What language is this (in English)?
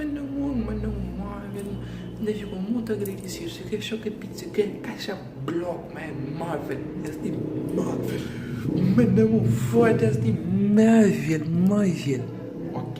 Kabuverdianu